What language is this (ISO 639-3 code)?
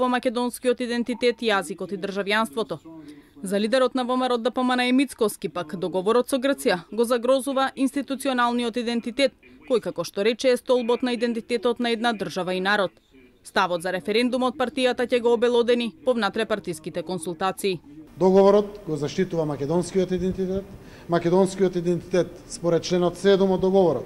mkd